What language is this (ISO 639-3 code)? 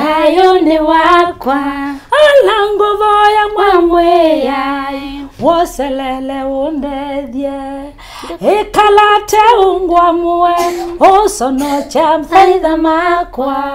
kam